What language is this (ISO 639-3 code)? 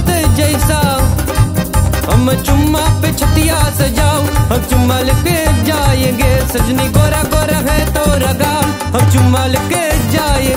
bho